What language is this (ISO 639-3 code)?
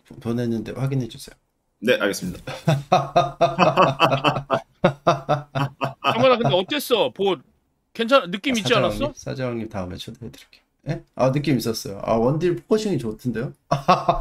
kor